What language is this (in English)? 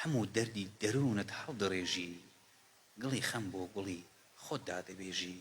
Central Kurdish